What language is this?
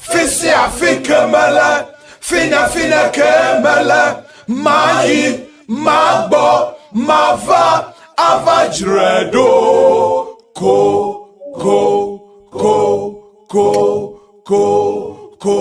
Ewe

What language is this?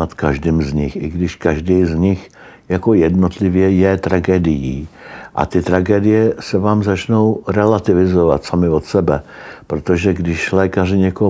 Czech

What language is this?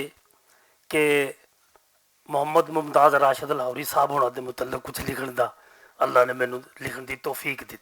Western Panjabi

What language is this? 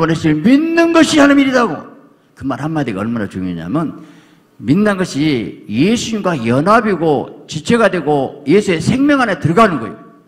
Korean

